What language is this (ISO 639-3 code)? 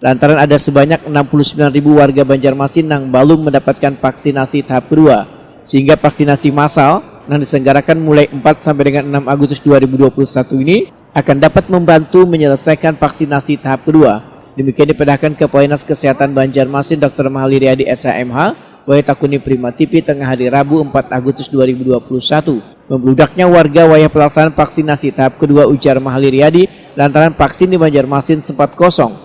bjn